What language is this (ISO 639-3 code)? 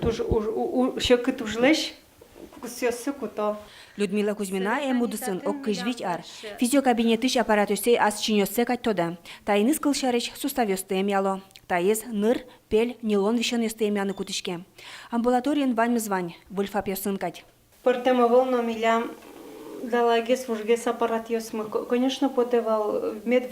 udm